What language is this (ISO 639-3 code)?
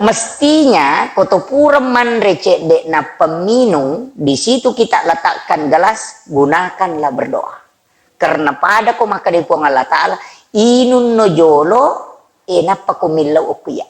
bug